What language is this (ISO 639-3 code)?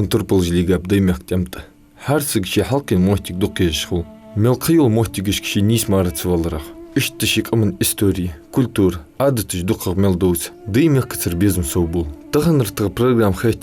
inh